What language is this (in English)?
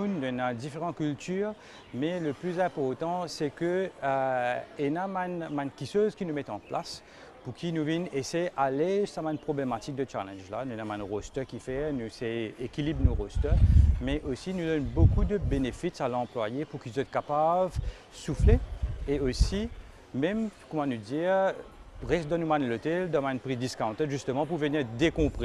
Morisyen